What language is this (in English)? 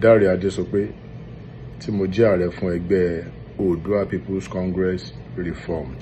Yoruba